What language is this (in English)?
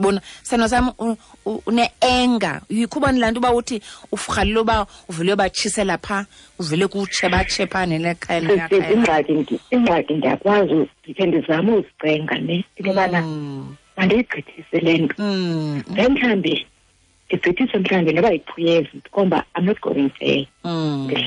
Xhosa